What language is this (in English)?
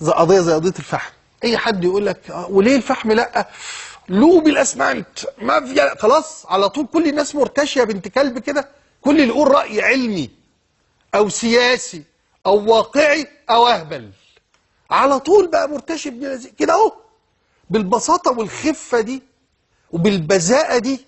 Egyptian Arabic